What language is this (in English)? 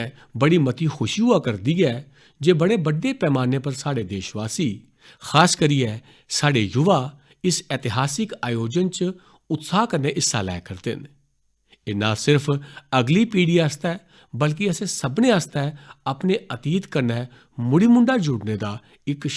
Dogri